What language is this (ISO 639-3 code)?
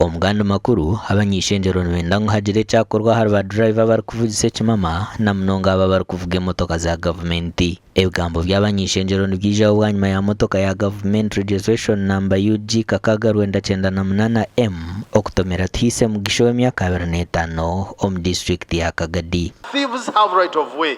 nyn